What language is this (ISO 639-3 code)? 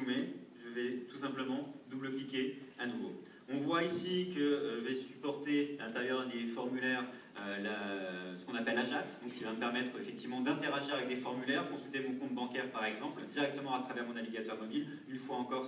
fra